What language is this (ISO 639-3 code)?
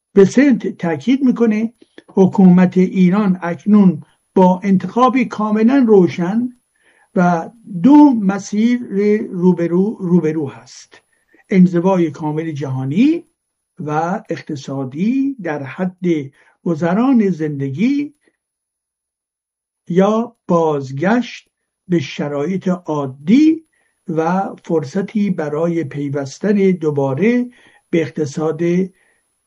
fas